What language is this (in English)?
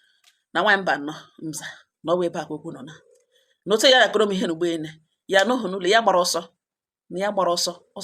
Igbo